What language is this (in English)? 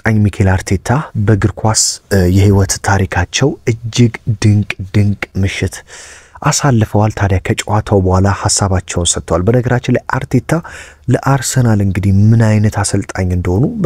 Amharic